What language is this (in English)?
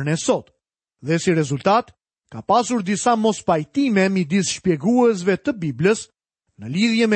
Albanian